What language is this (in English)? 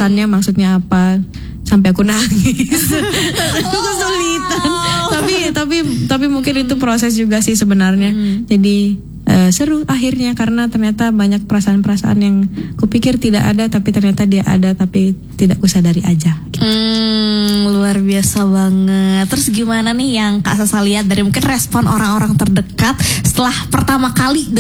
Indonesian